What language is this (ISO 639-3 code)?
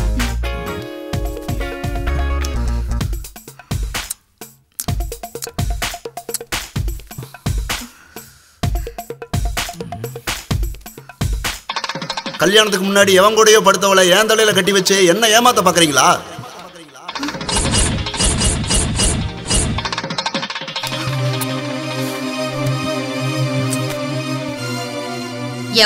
tam